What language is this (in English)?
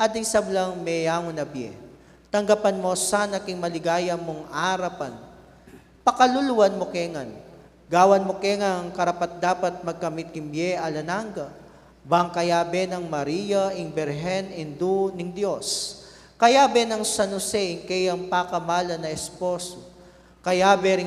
Pampanga